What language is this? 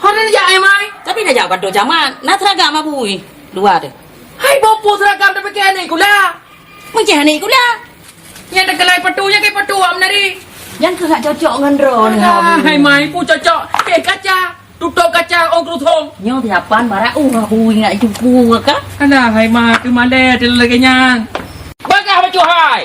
Achinese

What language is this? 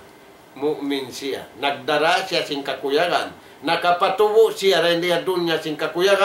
Tausug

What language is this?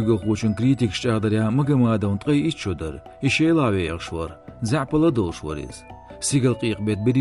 Chechen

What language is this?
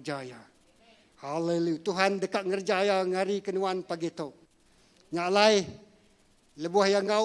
Iban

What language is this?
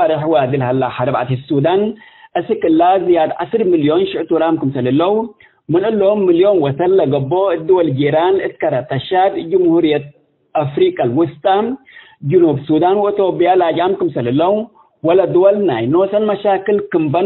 Tigre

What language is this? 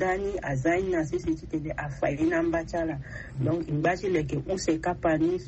Sango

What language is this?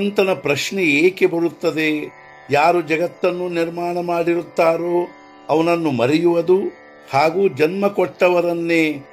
Kannada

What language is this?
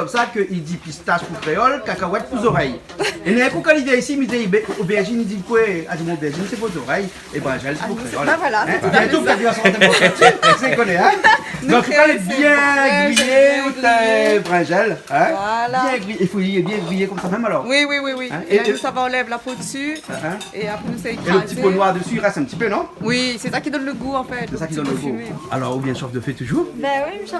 Réunion Creole French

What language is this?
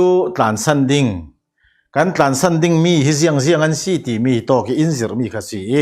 Falam Chin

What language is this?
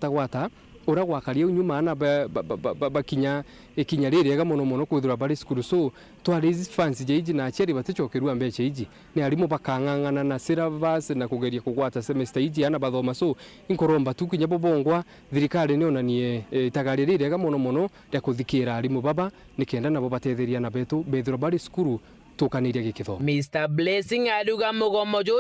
Meru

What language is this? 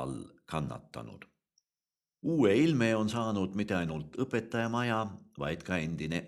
Estonian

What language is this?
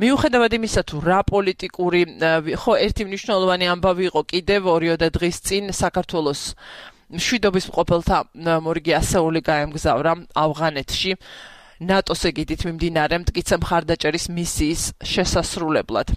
Georgian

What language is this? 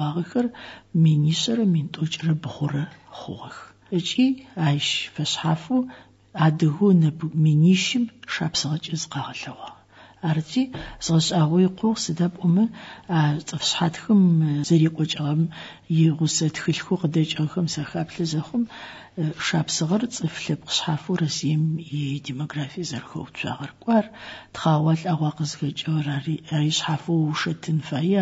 Adyghe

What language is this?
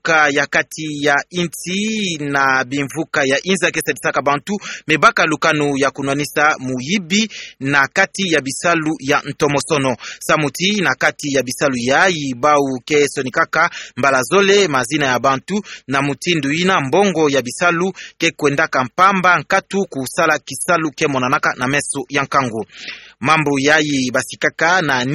Kituba (Democratic Republic of Congo)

